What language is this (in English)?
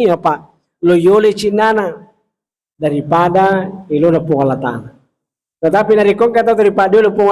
Buginese